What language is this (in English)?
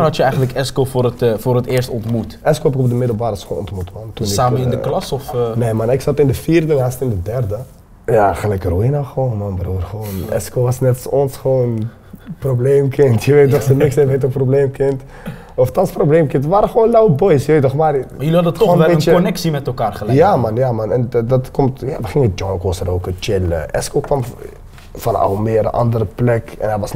Dutch